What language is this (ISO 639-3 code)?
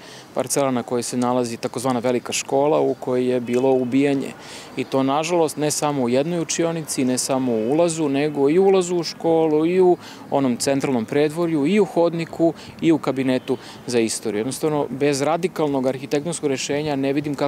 srp